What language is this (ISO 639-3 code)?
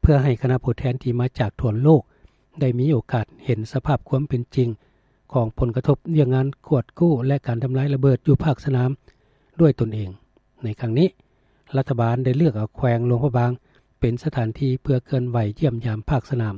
lao